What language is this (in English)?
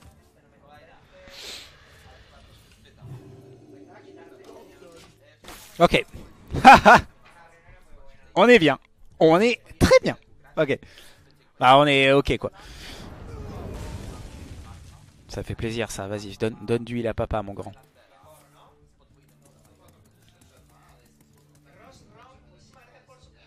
French